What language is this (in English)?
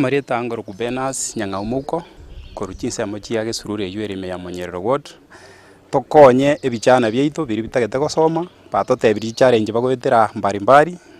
Gusii